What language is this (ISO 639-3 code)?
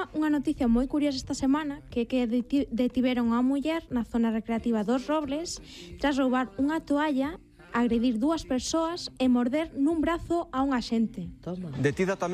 glg